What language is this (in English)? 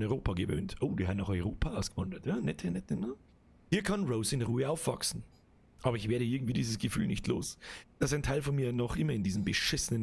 Bavarian